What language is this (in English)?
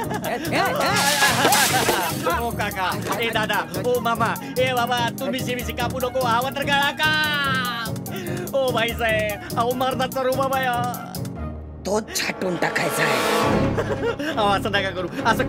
Marathi